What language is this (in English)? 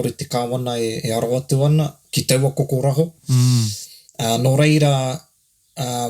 Māori